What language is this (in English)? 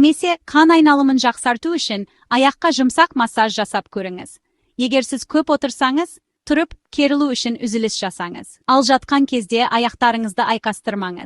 Kazakh